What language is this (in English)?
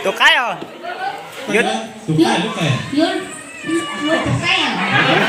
Hmong